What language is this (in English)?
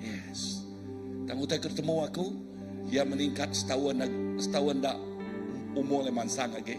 Iban